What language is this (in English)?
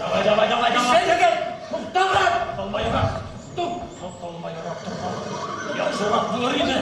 Bashkir